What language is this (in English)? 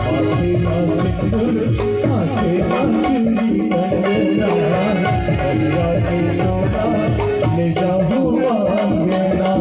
Chhattisgarhi